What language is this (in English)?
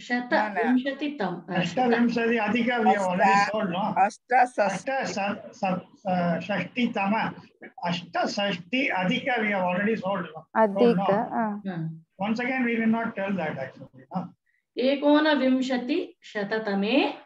Sanskrit